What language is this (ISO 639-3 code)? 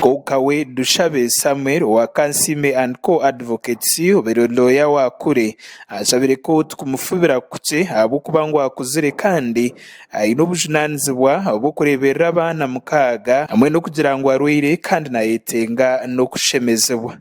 nyn